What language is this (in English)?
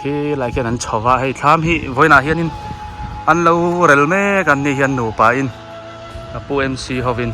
Biete